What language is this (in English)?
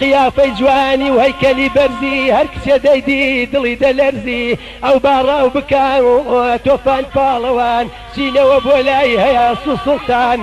Central Kurdish